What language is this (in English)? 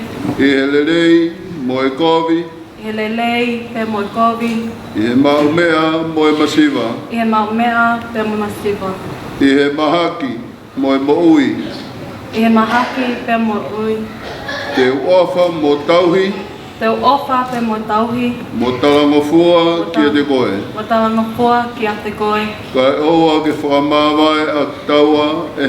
Tongan